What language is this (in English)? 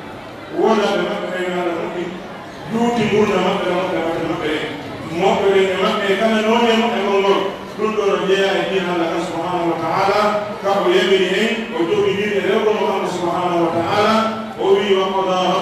Pular